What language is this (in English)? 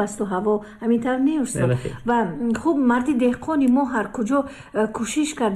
Tajik